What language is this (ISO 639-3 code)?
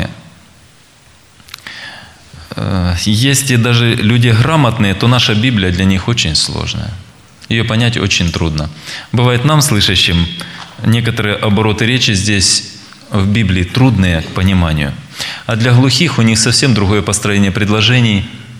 rus